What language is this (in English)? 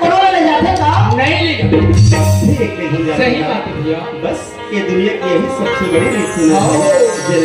Chhattisgarhi